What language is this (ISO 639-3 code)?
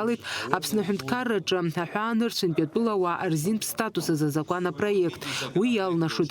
abk